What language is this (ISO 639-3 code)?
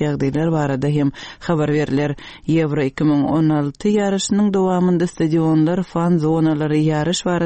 tuk